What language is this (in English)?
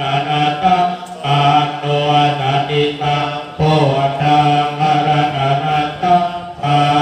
Pali